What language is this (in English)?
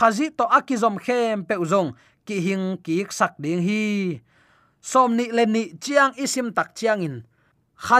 Tedim Chin